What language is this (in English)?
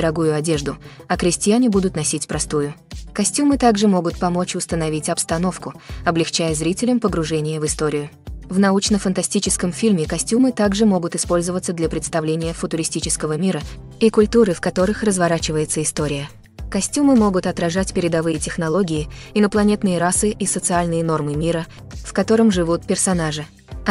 Russian